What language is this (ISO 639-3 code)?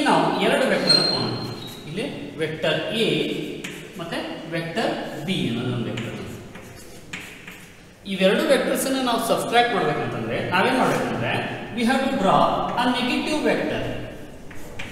kan